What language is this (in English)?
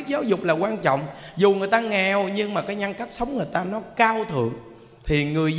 Vietnamese